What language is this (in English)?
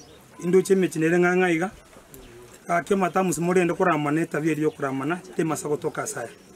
Gusii